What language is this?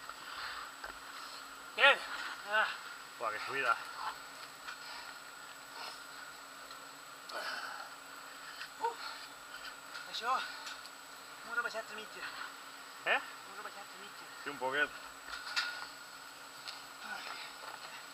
Catalan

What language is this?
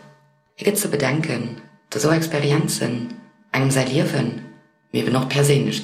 Luxembourgish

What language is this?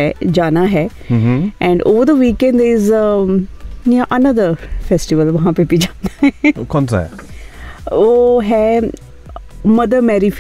Hindi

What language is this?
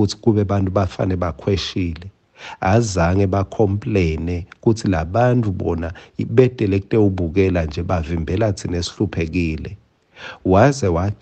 Swati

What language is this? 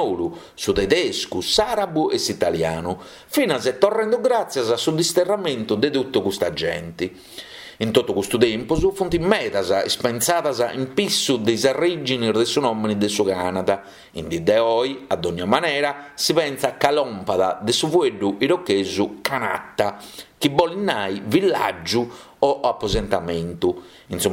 Sardinian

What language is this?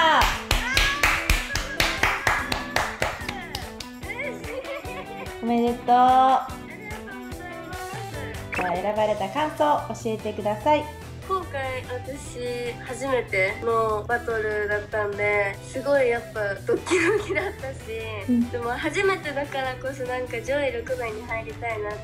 Japanese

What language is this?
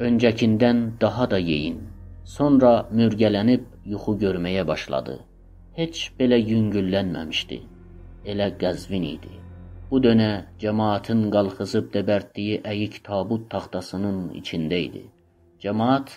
South Azerbaijani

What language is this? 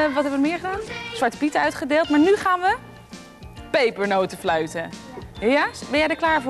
Dutch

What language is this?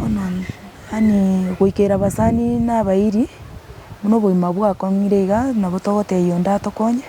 Gusii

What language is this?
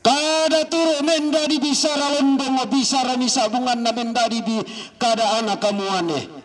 Toraja-Sa'dan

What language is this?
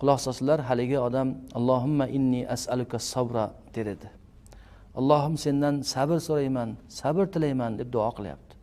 Uzbek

